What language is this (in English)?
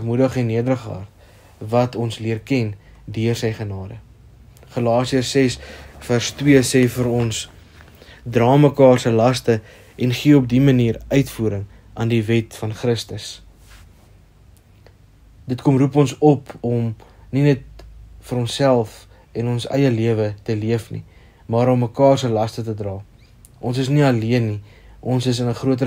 Afrikaans